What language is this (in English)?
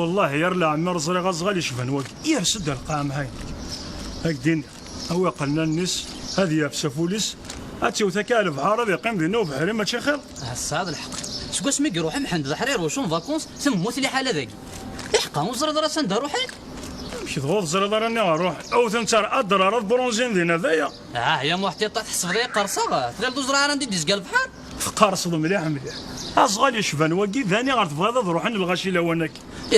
Kabyle